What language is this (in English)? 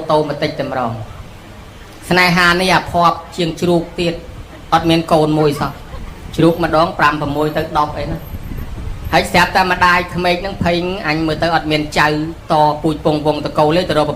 Khmer